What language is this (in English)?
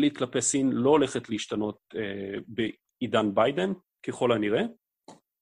Hebrew